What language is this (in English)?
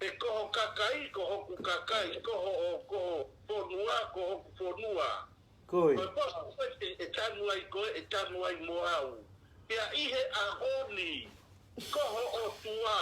Tongan